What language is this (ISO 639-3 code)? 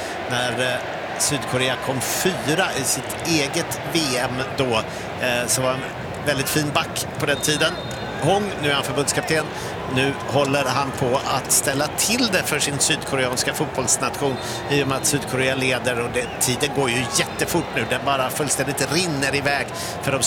swe